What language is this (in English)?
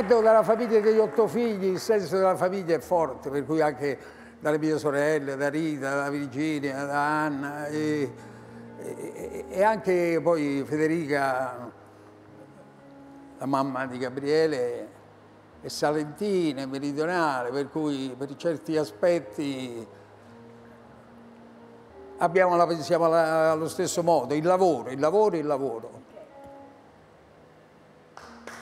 Italian